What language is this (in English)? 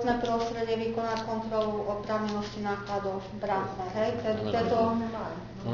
Slovak